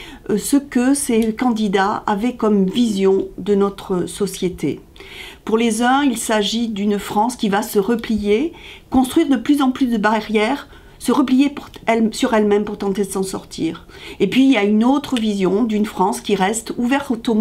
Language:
French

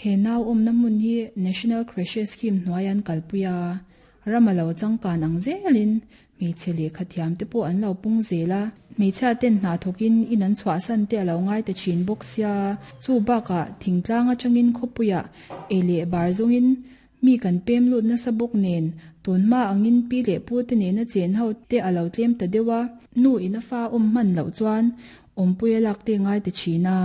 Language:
Mizo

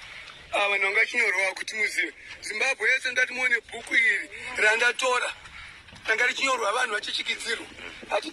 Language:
Shona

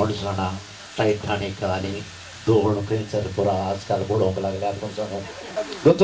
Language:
Konkani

